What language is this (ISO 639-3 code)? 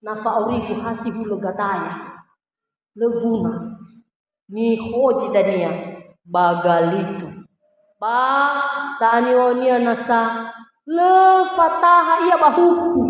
nia